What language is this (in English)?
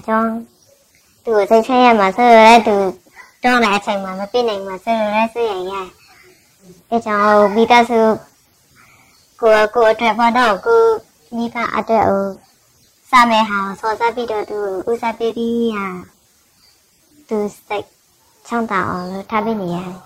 Burmese